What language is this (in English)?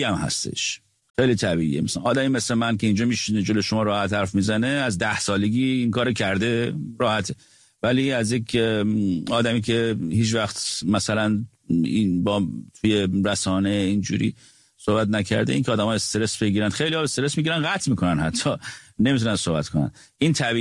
Persian